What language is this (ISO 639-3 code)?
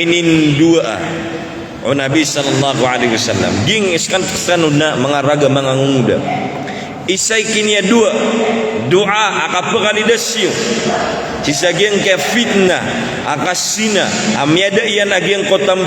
mrw